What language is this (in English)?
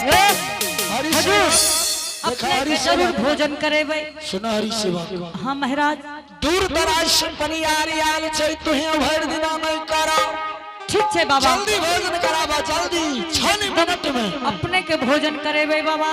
Angika